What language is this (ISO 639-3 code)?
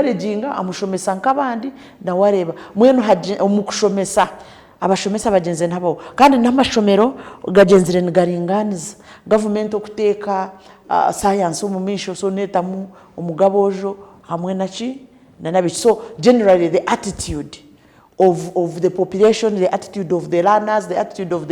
nyn